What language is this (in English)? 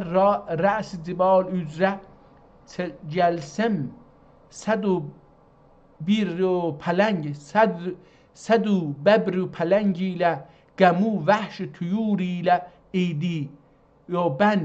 South Azerbaijani